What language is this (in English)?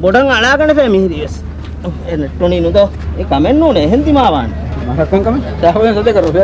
Divehi